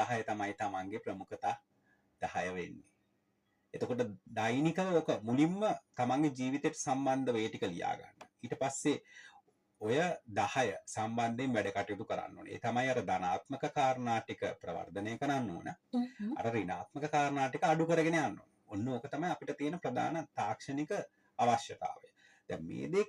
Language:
Sinhala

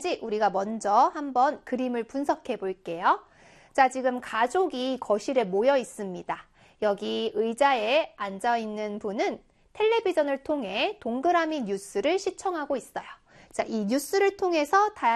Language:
Korean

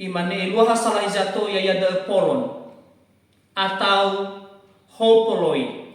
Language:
Nias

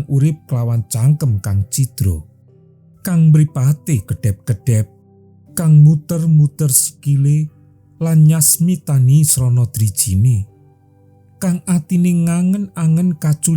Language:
Javanese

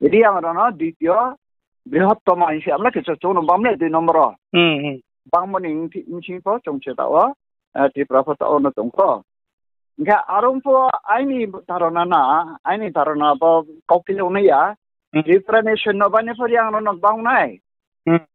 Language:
Riang (India)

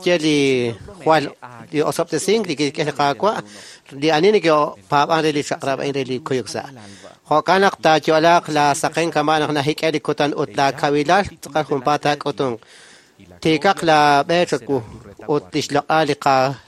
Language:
Kekchí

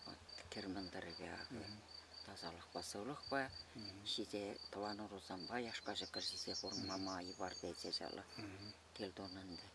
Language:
Chuvash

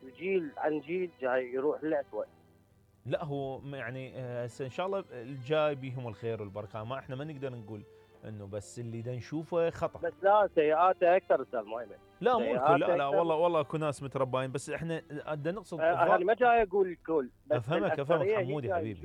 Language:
Mesopotamian Arabic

